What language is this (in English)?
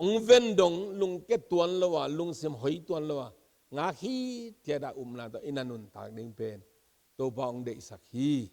Tedim Chin